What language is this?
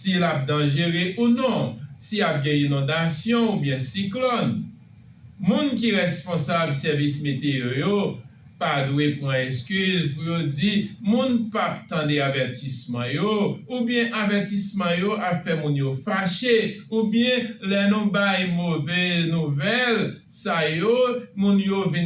Haitian Creole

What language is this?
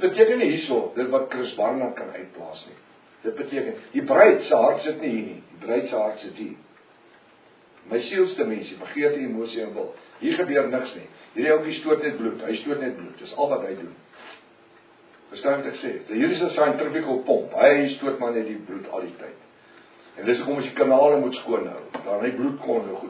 Afrikaans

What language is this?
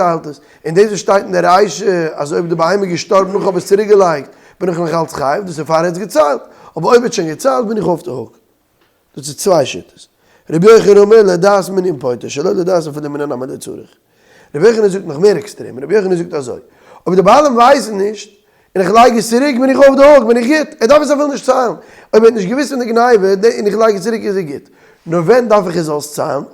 Yiddish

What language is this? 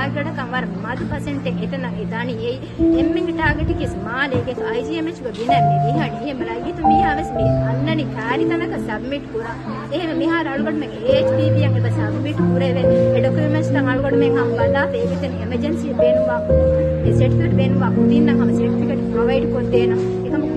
Divehi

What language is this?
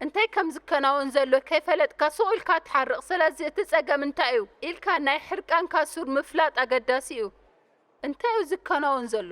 Tigrinya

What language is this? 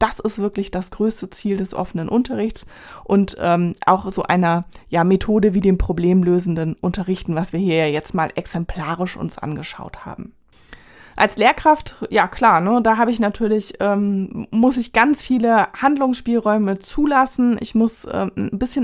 German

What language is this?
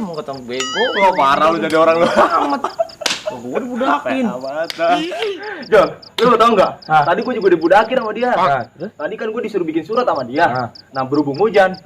Betawi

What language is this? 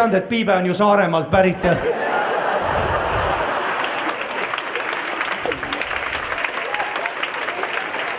Estonian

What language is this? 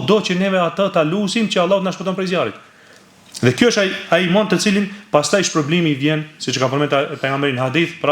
Albanian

